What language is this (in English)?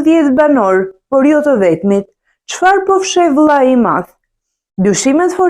Albanian